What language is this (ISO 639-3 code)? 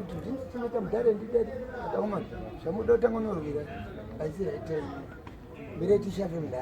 sna